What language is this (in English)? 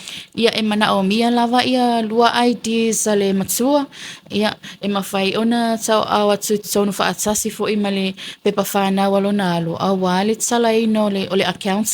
Samoan